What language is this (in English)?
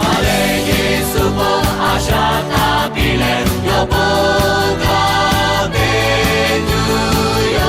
Lahu